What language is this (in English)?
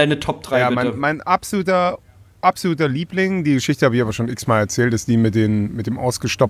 German